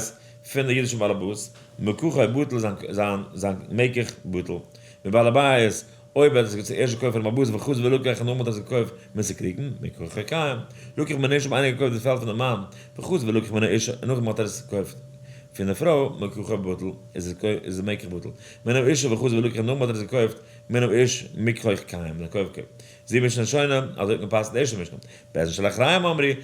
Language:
Yiddish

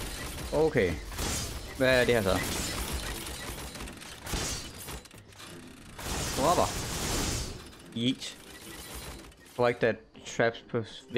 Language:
Danish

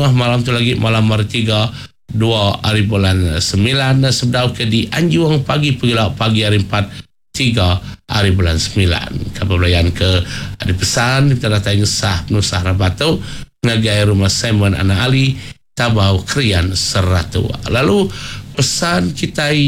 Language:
Iban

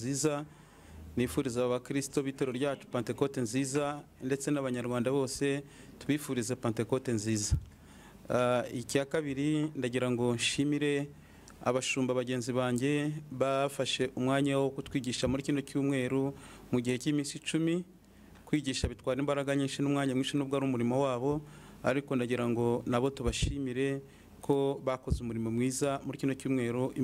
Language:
Kinyarwanda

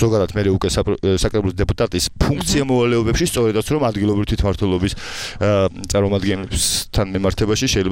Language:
Georgian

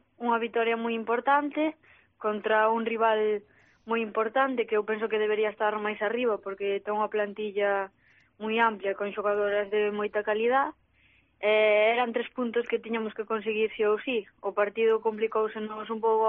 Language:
Galician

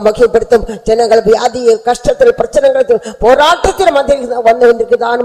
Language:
Tamil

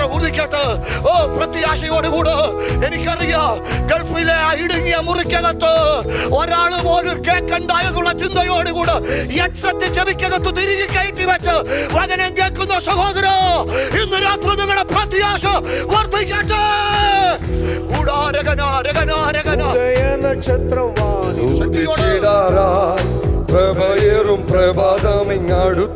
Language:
Malayalam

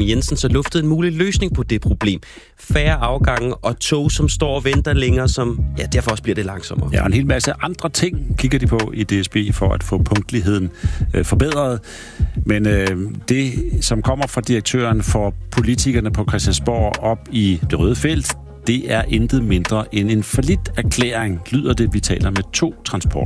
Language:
Danish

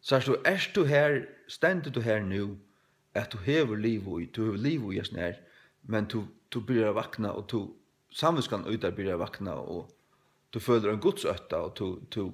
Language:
Faroese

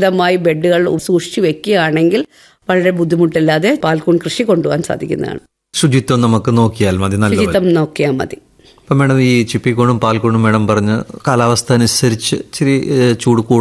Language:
Malayalam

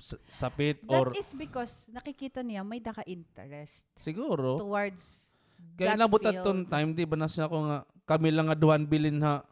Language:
Waray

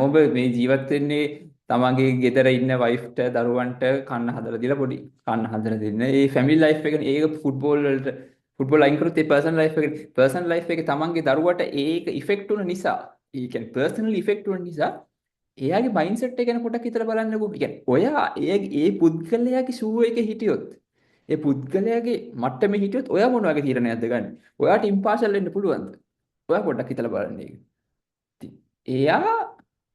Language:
Sinhala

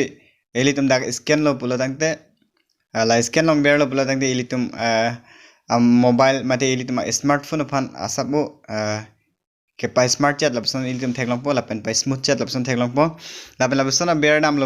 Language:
Karbi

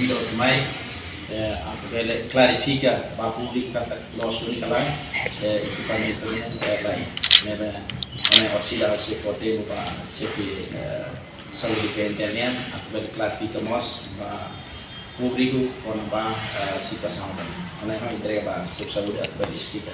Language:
Tetum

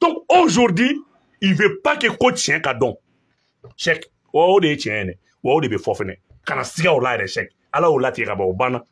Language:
Bambara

